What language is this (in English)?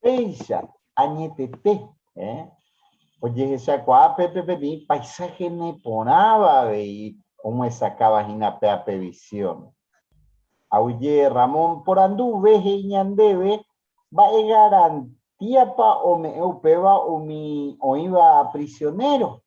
Guarani